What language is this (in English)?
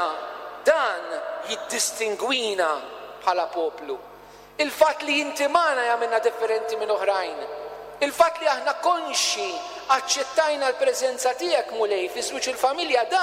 Maltese